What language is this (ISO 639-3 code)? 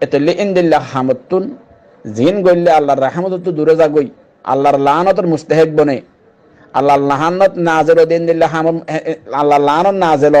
rhg